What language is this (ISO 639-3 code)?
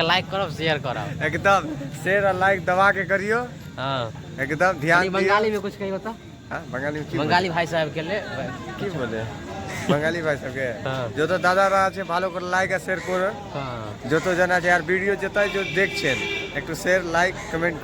mai